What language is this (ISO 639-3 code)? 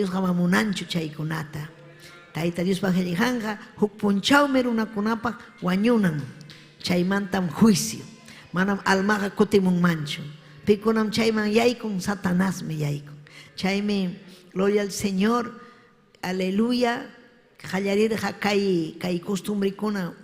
quy